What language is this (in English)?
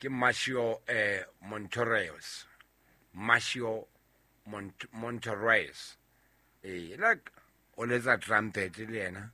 Southern Sotho